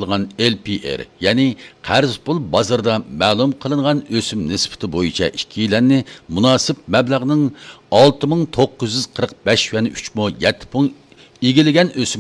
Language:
Uyghur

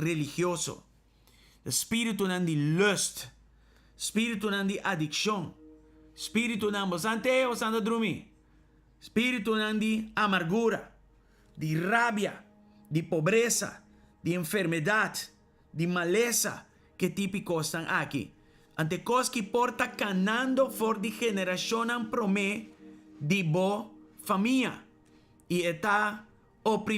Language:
Papiamento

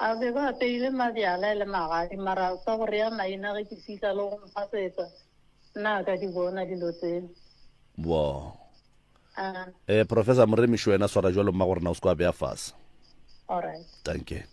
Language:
Northern Sotho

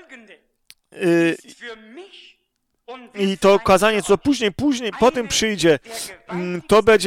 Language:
Polish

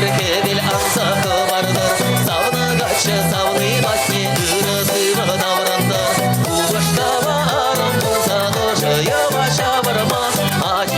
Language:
Chuvash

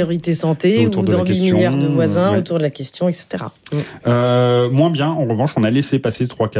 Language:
French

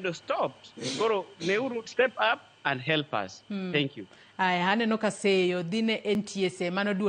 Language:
Luo (Kenya and Tanzania)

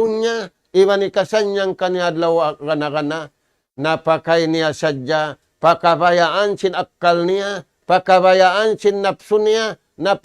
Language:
Tausug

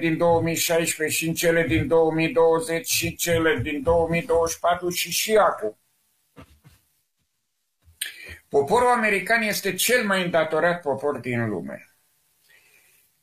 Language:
Romanian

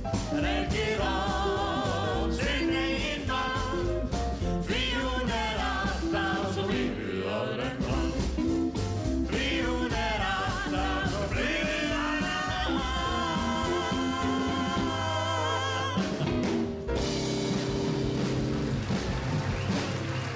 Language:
Icelandic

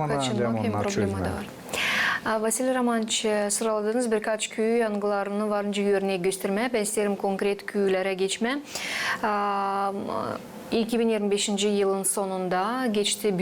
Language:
Gagauz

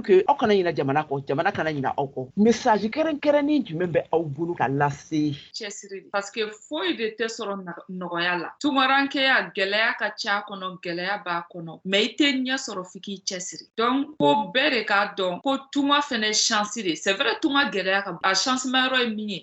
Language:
Bambara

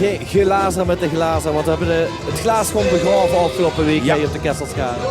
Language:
Limburgish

